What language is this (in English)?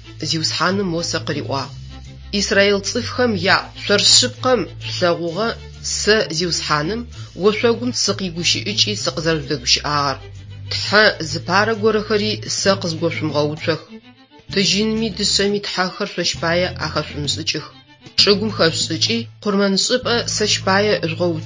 Adyghe